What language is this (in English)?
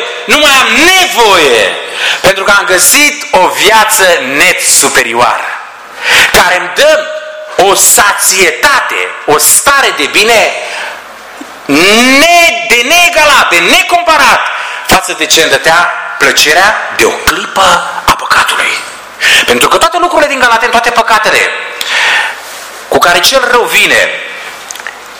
Romanian